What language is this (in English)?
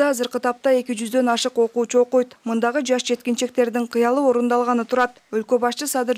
Kyrgyz